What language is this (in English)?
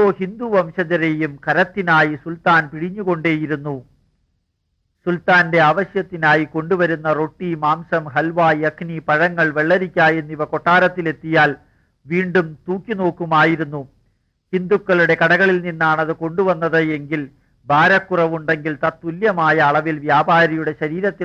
Malayalam